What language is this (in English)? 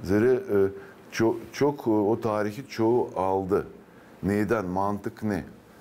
Gagauz